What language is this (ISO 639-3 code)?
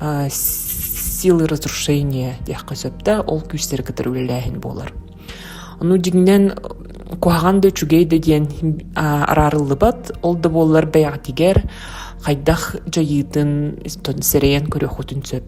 sah